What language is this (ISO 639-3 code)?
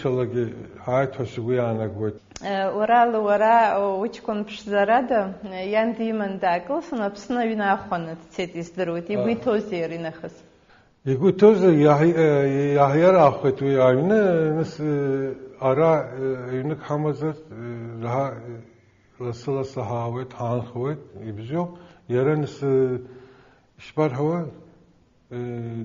abk